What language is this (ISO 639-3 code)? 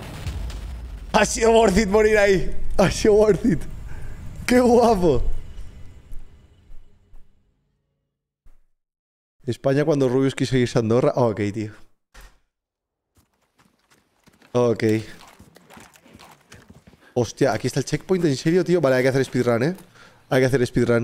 spa